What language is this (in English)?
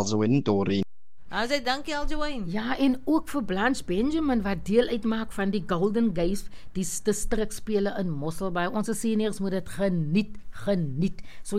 Afrikaans